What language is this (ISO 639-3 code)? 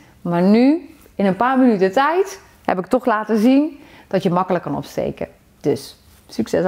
nld